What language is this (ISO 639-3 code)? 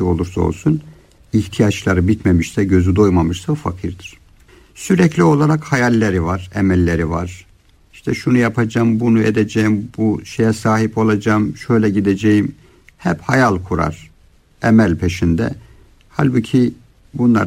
tur